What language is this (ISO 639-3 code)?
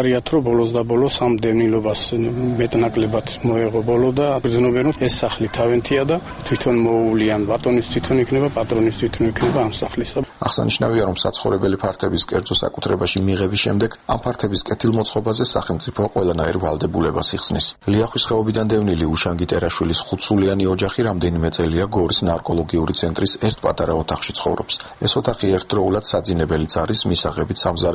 kat